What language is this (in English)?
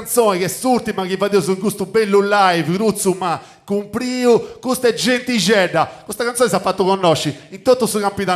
Sardinian